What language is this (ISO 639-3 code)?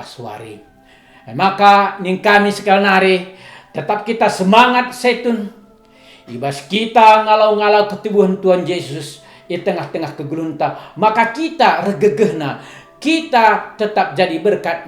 btx